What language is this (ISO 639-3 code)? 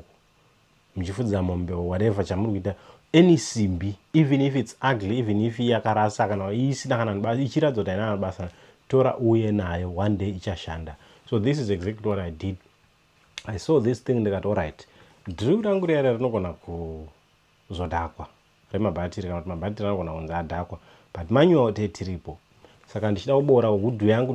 sna